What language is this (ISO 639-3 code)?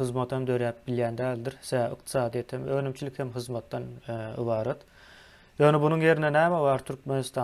tuk